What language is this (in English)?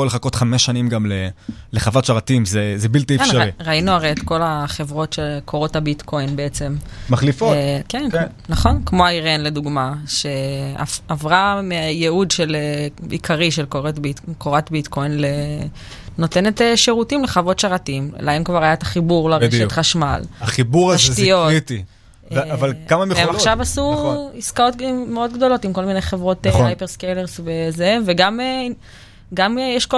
Hebrew